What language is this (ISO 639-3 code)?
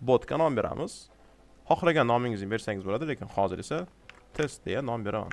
uzb